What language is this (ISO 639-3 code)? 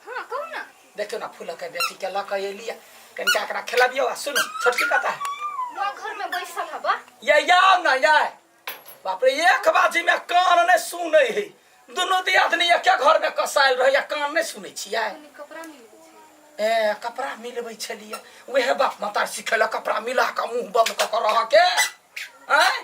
mai